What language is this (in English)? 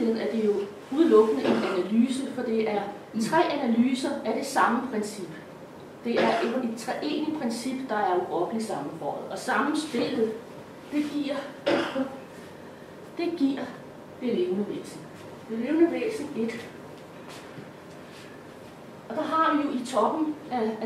Danish